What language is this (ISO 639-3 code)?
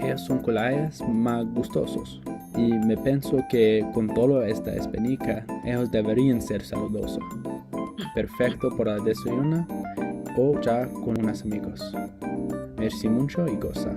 lad